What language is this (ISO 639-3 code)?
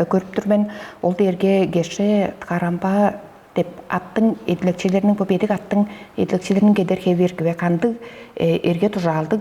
tyv